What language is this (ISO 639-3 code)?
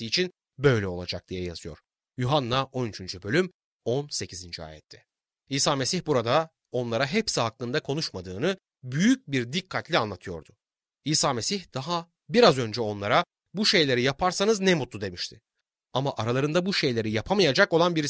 tur